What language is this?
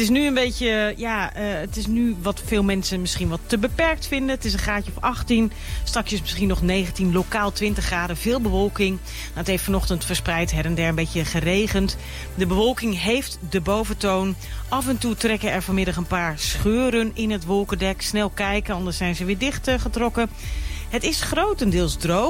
Dutch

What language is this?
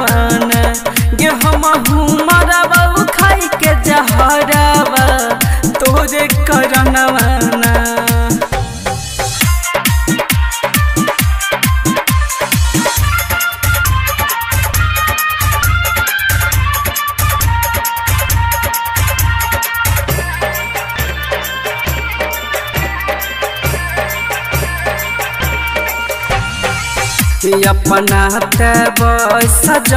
Bhojpuri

